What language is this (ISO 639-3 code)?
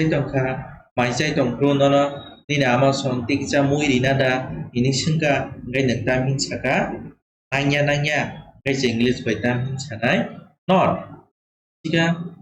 trp